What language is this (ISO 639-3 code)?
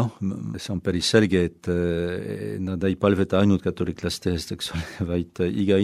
est